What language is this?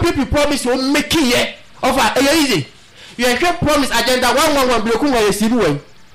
Akan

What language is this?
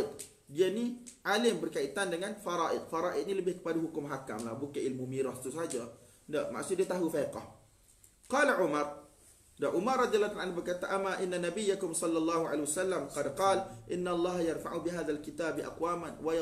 Malay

